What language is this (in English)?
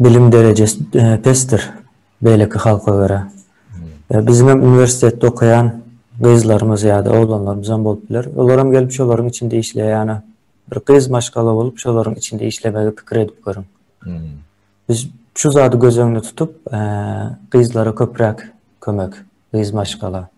Turkmen